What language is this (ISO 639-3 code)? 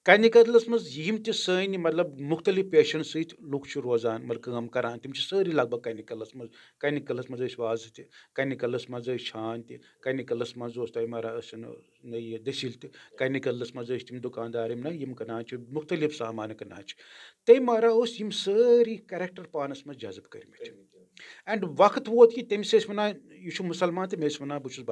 kas